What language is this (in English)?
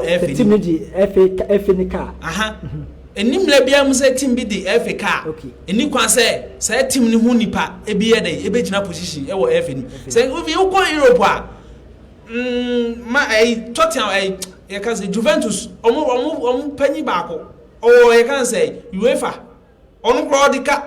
Akan